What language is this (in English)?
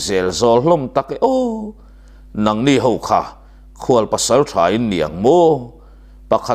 Mizo